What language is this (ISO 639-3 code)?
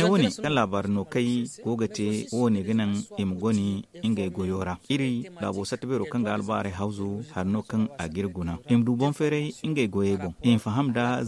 dje